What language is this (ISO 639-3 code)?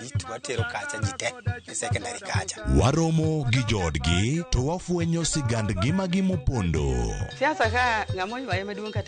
luo